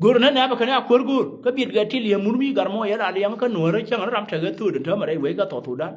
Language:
Nuer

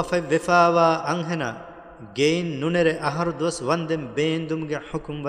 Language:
Divehi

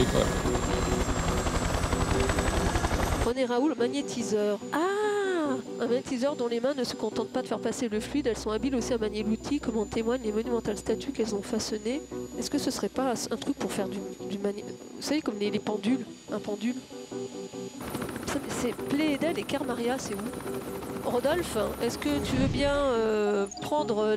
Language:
French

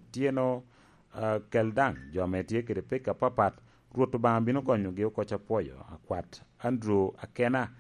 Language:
Lango (Uganda)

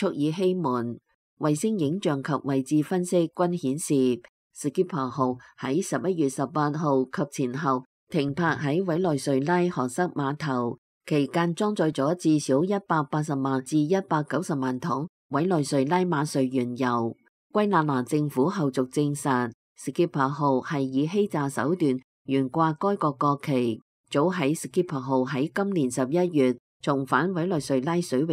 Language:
Cantonese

